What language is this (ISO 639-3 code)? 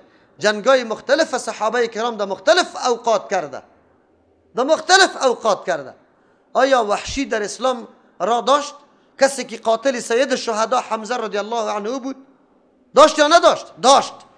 fas